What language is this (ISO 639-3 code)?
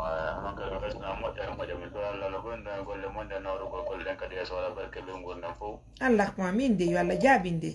ful